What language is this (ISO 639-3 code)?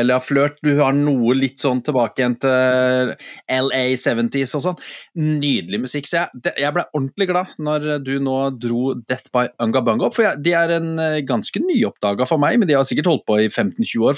nor